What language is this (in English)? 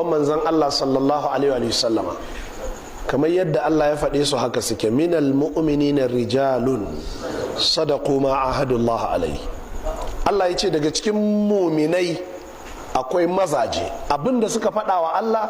Hausa